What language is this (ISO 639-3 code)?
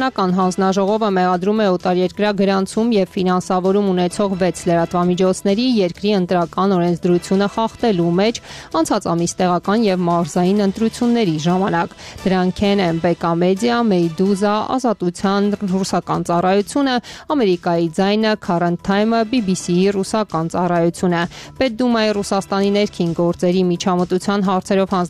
hye